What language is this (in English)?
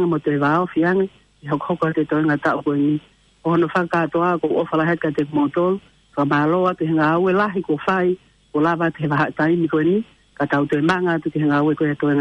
Tongan